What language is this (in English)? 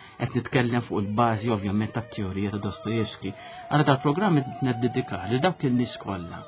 Maltese